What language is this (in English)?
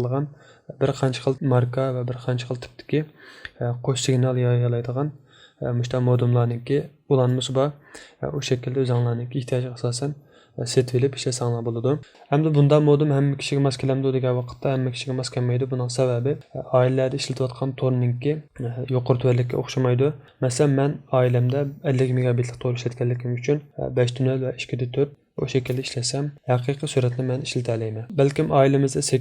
Uyghur